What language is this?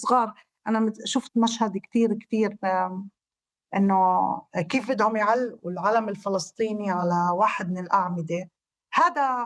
North Levantine Arabic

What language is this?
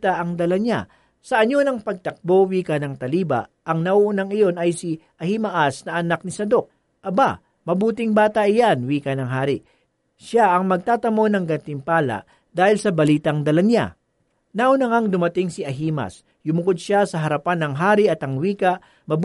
Filipino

